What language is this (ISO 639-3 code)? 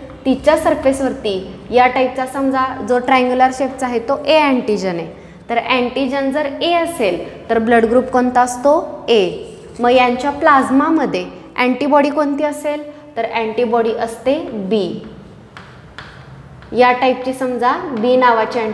mar